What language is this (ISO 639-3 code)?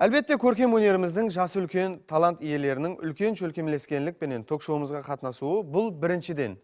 kaa